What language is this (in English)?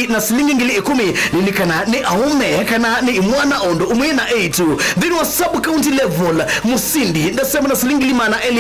Kamba